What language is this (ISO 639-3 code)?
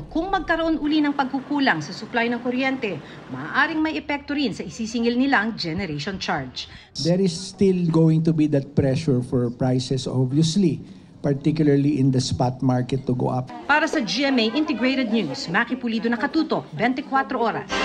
fil